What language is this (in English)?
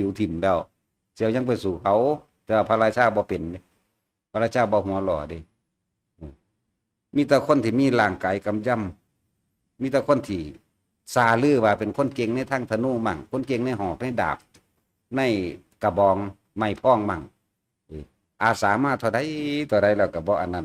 Northeastern Thai